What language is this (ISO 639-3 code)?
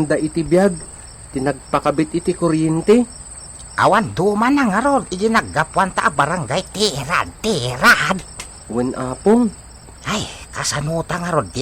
ilo